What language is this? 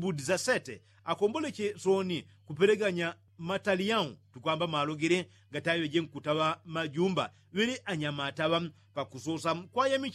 Yao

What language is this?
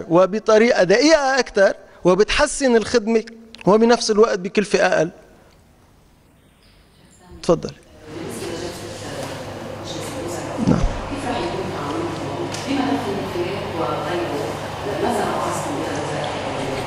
North Levantine Arabic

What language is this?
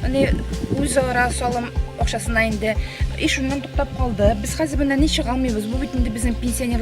Tatar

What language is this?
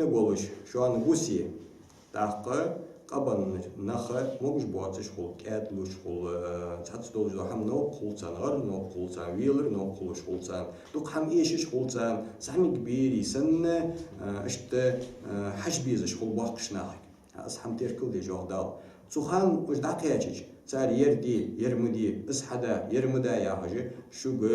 Ingush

